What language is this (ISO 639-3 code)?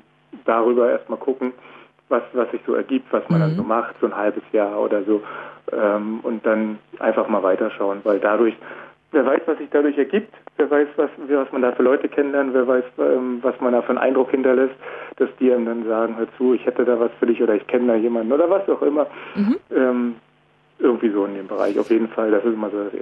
deu